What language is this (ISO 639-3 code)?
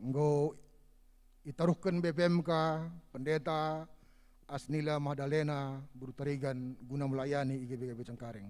btx